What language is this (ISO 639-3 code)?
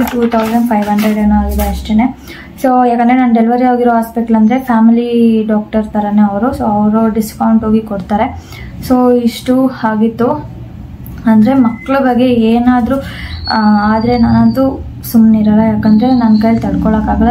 kan